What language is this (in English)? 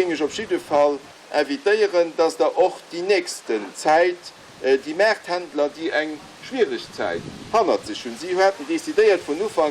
Luxembourgish